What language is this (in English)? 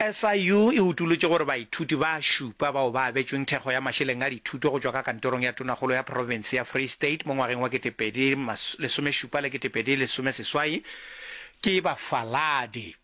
Northern Sotho